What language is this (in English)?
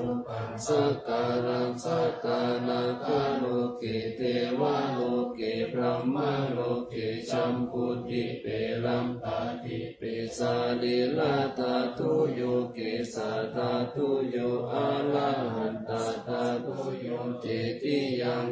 Pali